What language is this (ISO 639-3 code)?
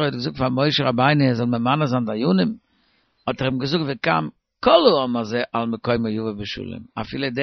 yid